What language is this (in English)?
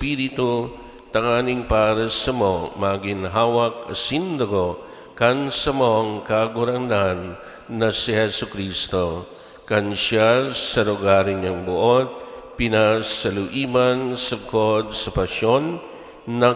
Bikol